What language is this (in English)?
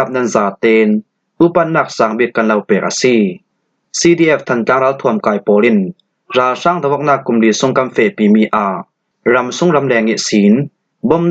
Falam Chin